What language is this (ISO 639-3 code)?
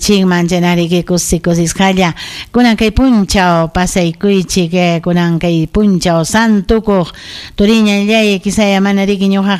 quy